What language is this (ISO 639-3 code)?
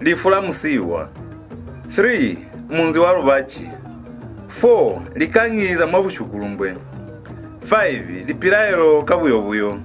loz